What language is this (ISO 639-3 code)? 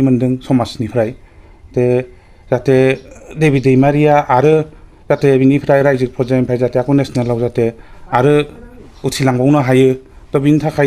brx